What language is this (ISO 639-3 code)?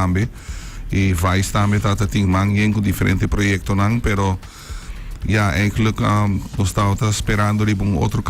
pap